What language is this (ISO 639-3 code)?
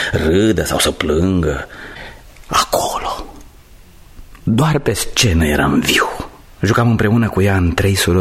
ron